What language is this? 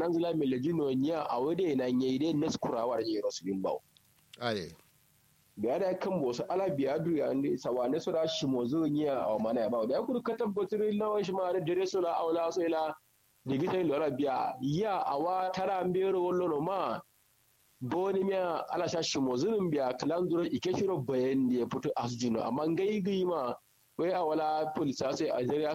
Kanuri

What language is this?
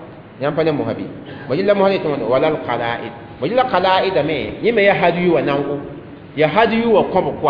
Mossi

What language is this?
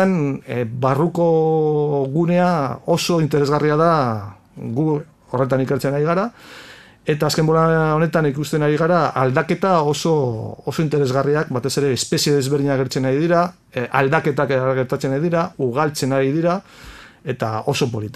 Basque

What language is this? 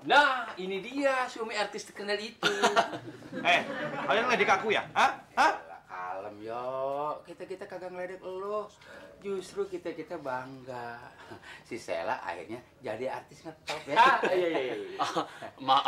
Indonesian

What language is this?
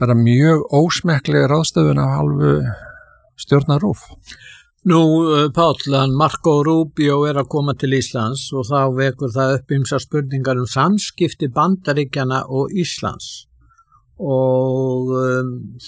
Icelandic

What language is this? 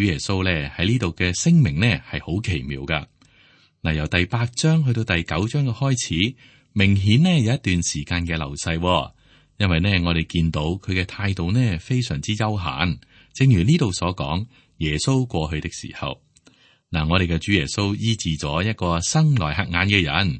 Cantonese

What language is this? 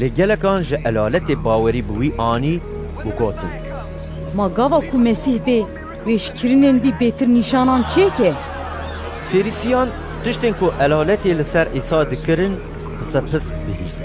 Kurdish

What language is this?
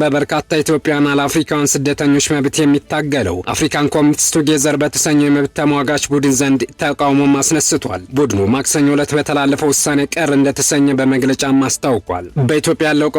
Amharic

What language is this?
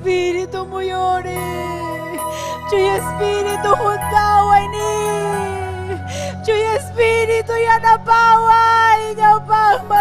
Ayacucho Quechua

